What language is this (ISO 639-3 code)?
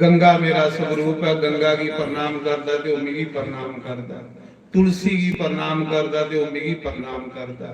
doi